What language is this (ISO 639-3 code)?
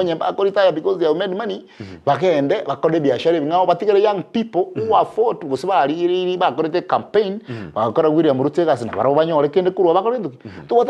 guz